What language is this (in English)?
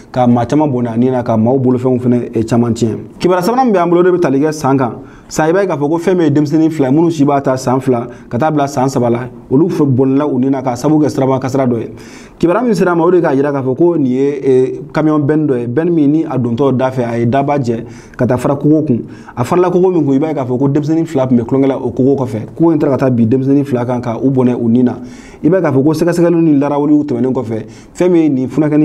Bambara